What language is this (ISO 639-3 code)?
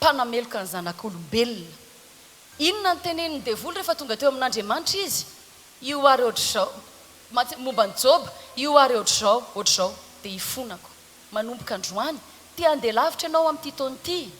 mlg